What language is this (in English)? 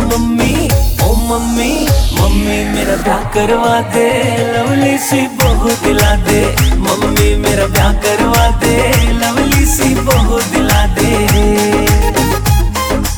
Hindi